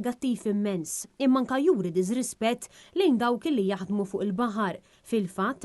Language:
Maltese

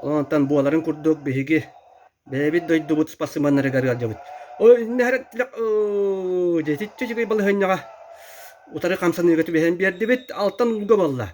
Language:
Yakut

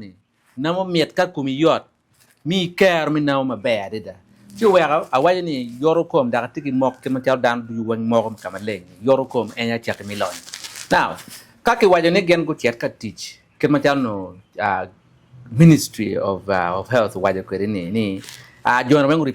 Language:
Acoli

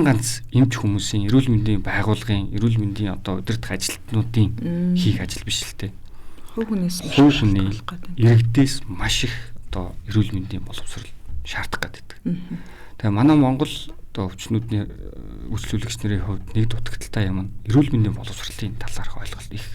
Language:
Mongolian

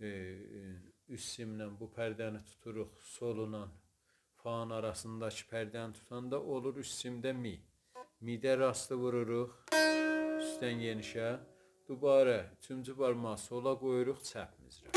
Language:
South Azerbaijani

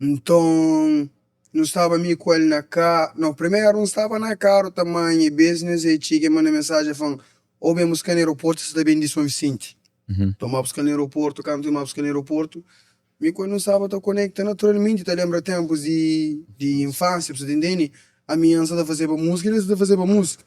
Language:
Kabuverdianu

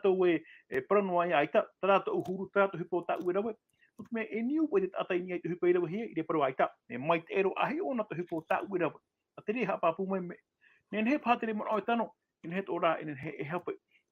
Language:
Tahitian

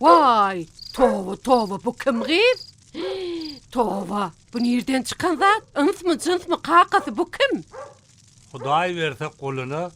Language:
Turkmen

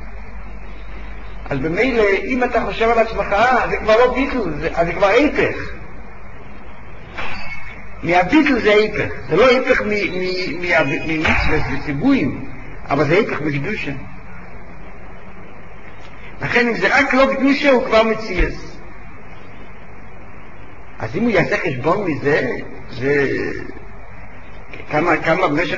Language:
Hebrew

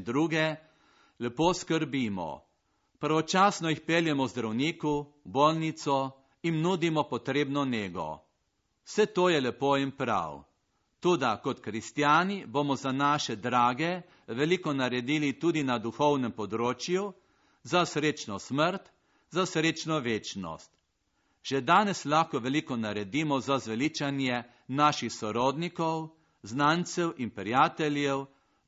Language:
Slovenian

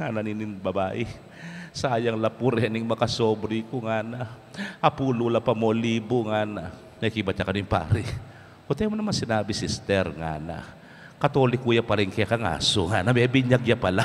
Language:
Pampanga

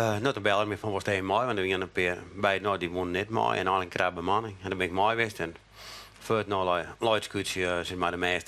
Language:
Western Frisian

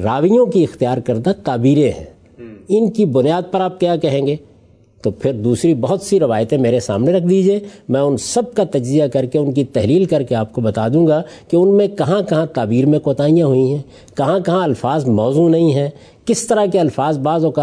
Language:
Urdu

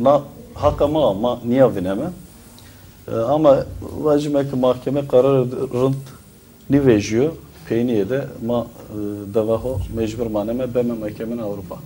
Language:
Zaza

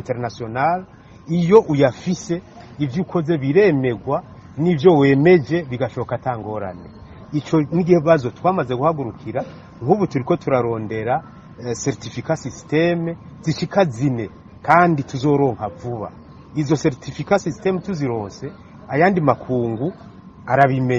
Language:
Rundi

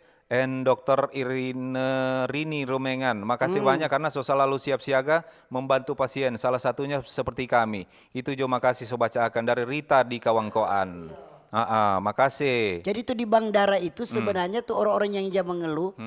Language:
Manado Malay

